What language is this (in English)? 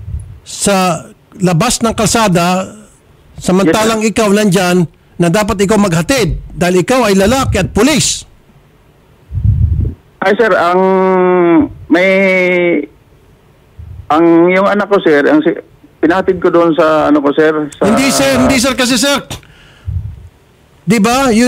Filipino